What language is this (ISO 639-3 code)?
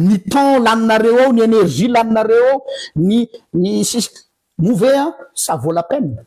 mlg